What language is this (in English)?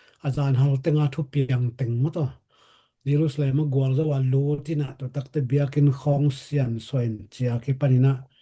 Tedim Chin